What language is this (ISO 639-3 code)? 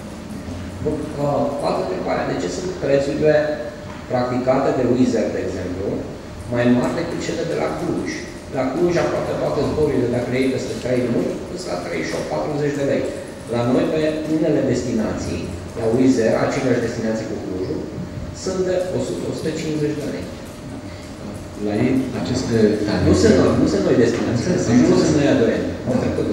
ron